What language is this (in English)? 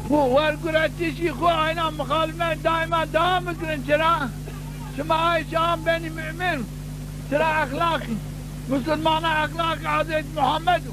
Zaza